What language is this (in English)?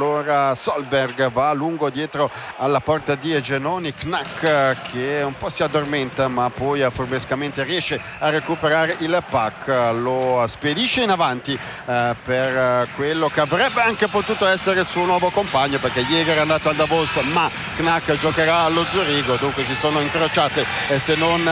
Italian